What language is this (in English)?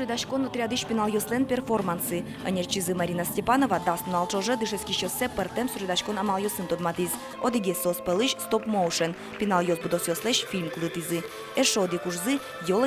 Udmurt